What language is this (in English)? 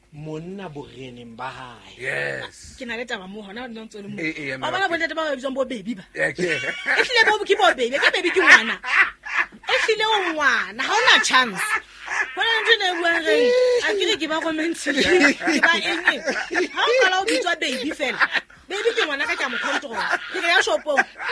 Southern Sotho